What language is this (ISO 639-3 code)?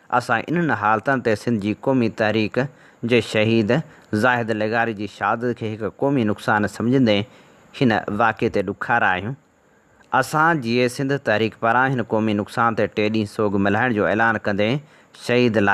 snd